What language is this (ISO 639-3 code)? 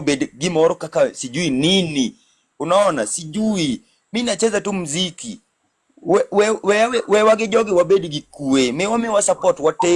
luo